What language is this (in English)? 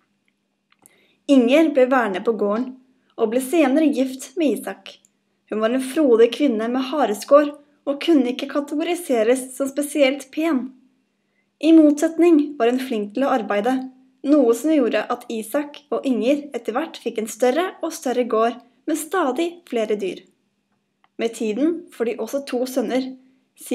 Norwegian